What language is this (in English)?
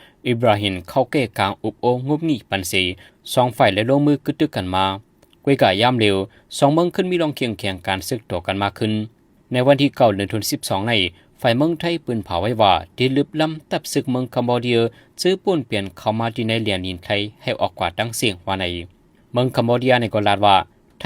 Shan